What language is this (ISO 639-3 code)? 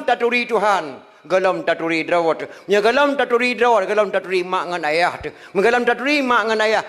ace